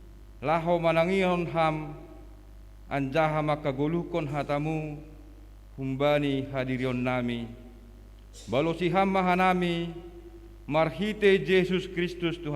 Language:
Batak Simalungun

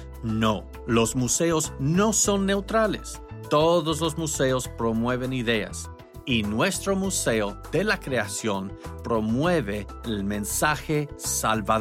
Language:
Spanish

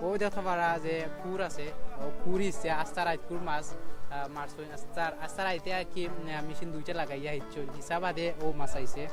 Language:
Sylheti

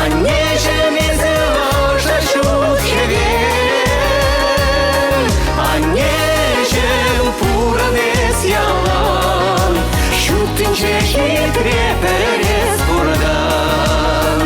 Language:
Chuvash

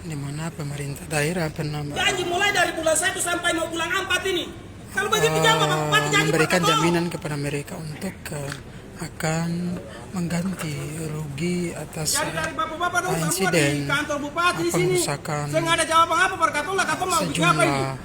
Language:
Ambonese Malay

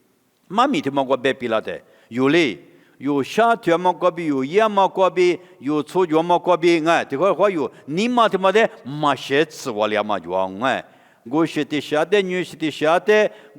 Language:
Lisu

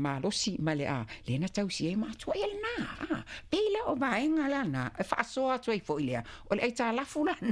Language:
Samoan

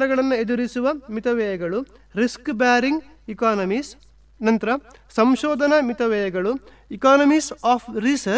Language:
Kannada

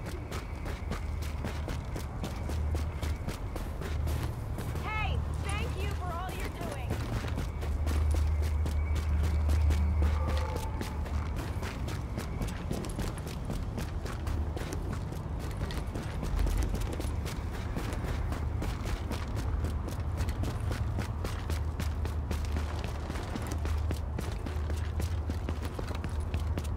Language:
English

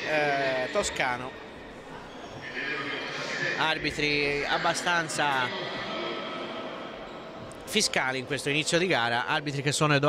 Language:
Italian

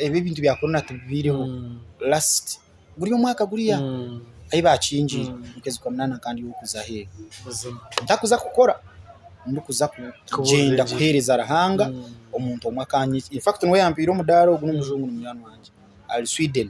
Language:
Nyankole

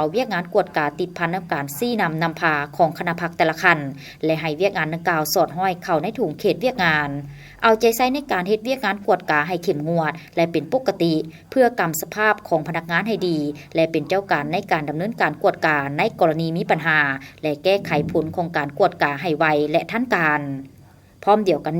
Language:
Lao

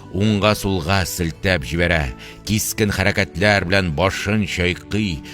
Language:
Tatar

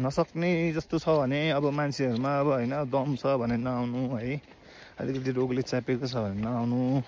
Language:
Nepali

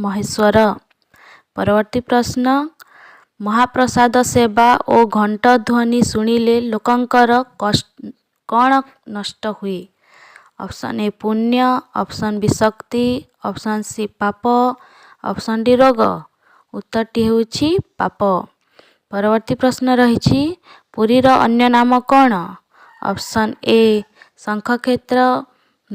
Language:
Odia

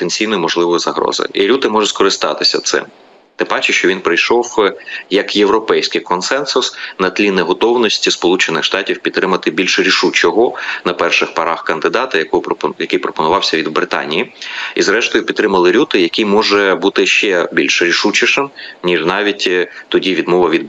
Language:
Ukrainian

